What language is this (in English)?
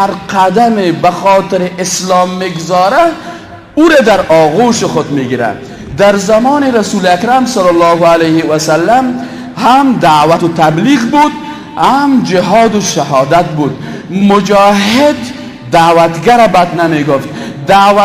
Persian